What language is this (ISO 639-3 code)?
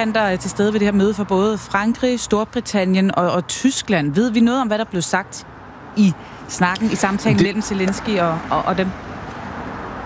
dan